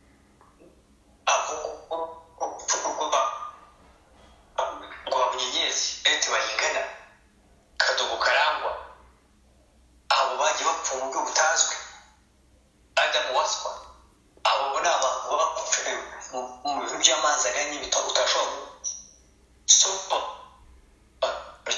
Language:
Kinyarwanda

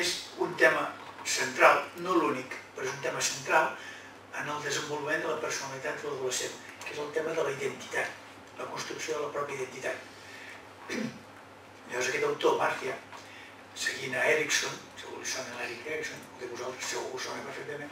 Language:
Catalan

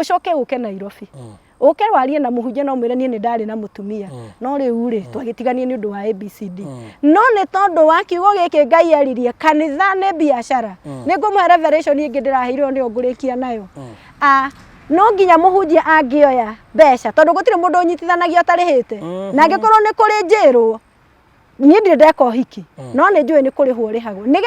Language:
Kikuyu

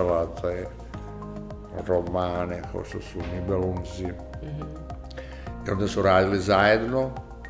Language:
Serbian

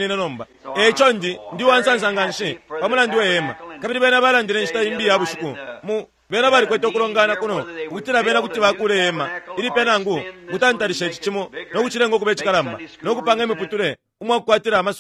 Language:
Bemba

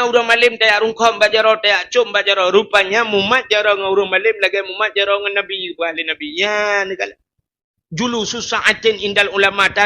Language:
Achinese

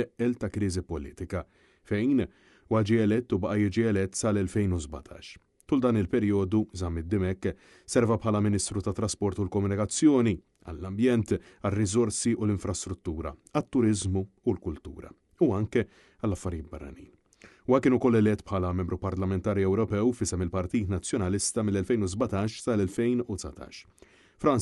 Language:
Maltese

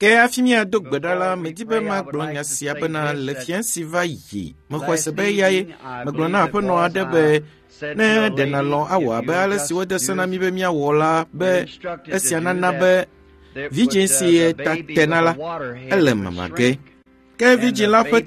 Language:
Ewe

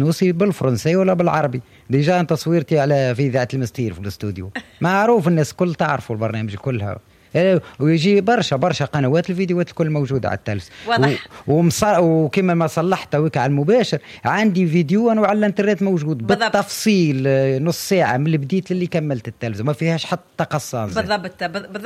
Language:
Tunisian Arabic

